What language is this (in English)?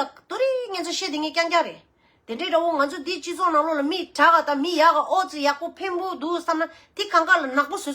Tibetan